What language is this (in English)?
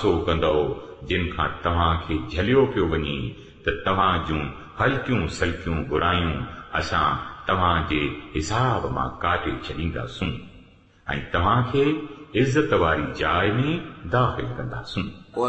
Sindhi